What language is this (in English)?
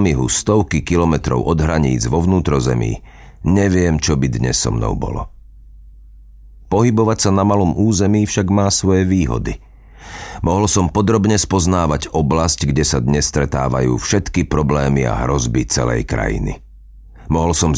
Slovak